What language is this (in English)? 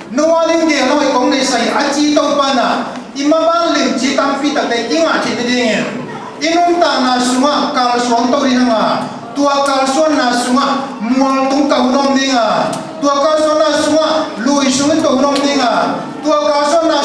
Tedim Chin